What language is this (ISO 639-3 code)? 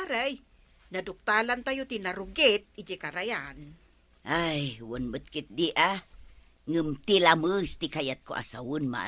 ilo